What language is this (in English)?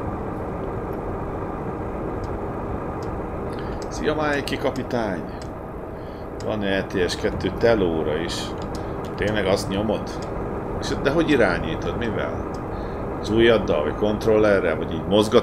Hungarian